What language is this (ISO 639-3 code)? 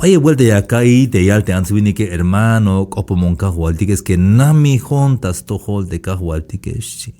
tzh